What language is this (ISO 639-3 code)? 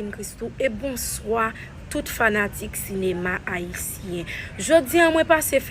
hat